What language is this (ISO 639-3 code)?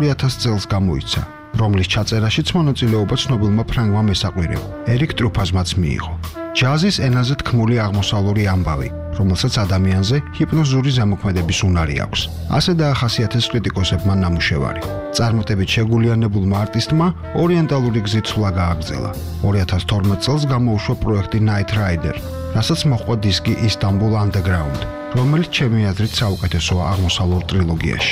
kat